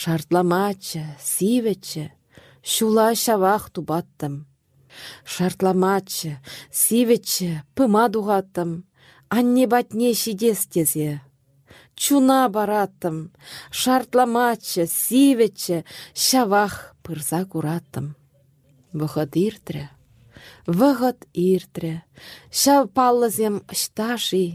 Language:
Chuvash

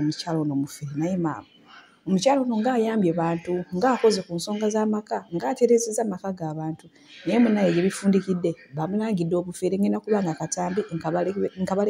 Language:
Ganda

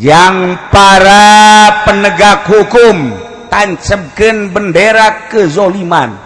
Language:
Sundanese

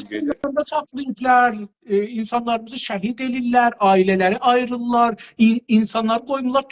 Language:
South Azerbaijani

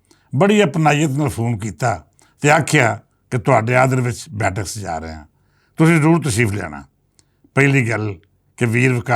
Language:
Western Panjabi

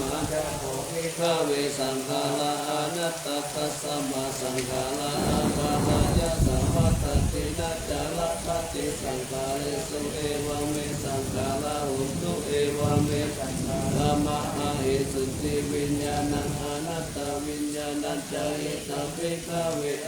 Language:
Pali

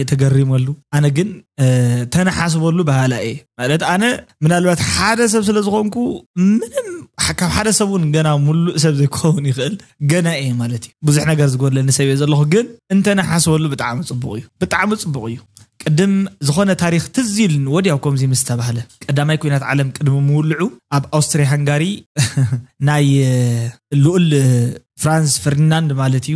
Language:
Tigrinya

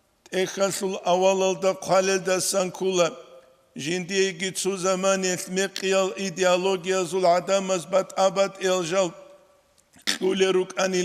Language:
Avaric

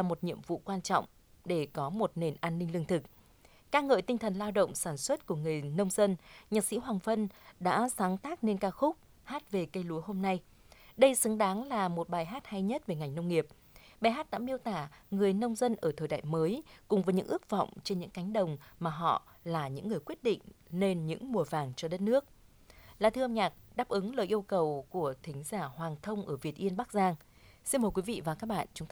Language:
Vietnamese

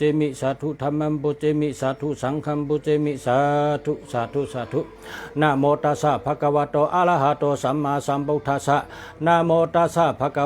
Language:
Shan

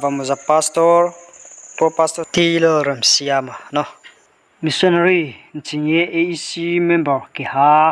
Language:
Riang (India)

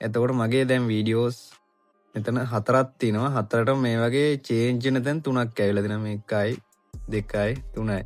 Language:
Sinhala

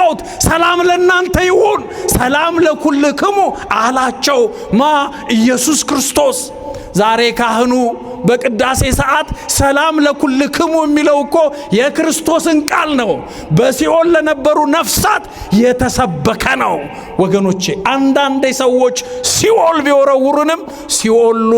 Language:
Amharic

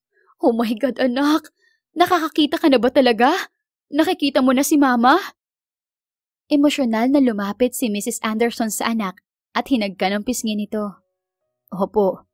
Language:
Filipino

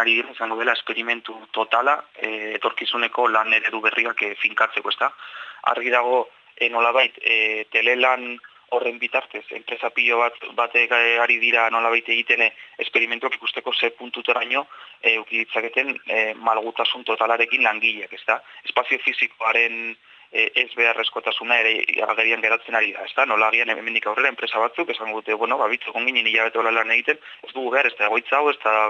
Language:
Basque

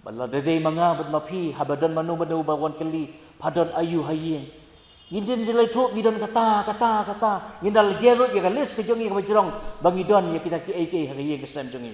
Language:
Khasi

